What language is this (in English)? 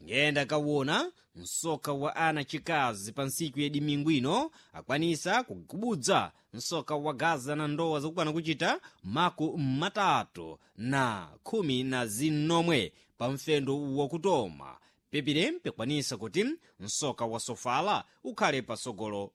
Sena